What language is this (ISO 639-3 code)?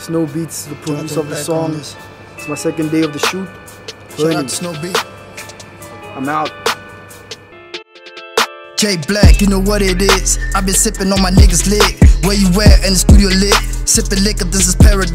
eng